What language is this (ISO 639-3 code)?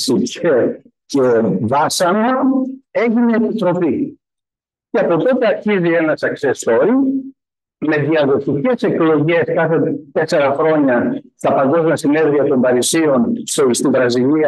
ell